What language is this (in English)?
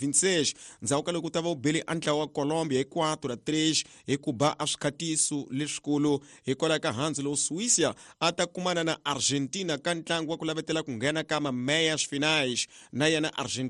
Tsonga